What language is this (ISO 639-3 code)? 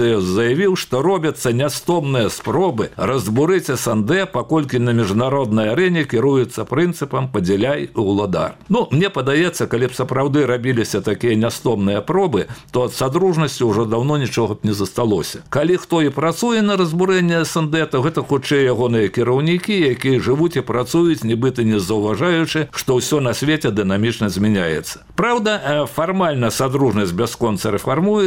bel